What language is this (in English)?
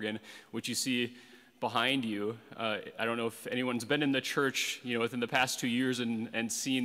English